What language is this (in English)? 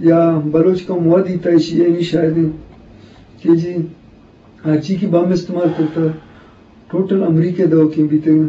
Eastern Balochi